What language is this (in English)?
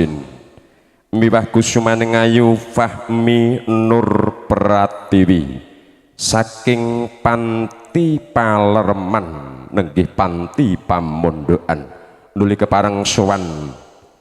Javanese